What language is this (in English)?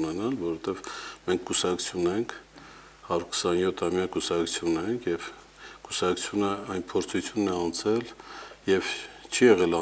Armenian